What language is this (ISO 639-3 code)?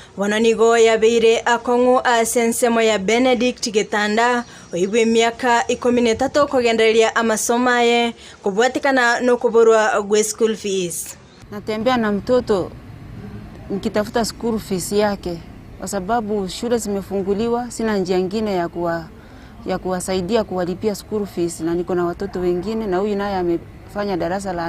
guz